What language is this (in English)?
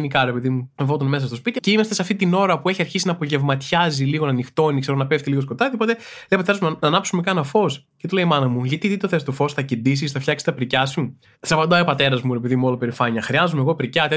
Greek